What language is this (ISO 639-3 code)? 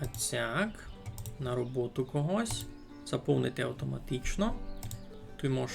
rue